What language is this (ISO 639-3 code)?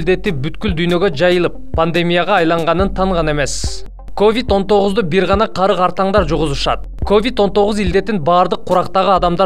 kir